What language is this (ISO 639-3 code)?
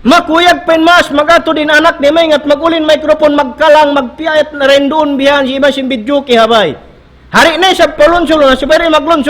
tsg